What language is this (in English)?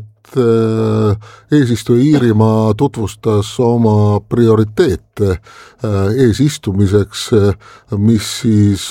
Estonian